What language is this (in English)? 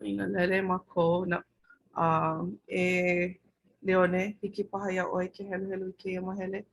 Hawaiian